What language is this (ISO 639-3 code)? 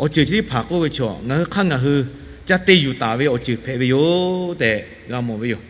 lhu